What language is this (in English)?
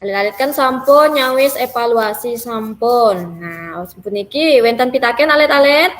Balinese